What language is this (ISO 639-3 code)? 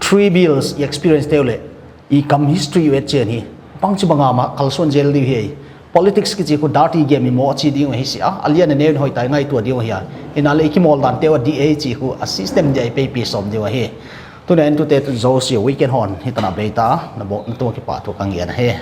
pck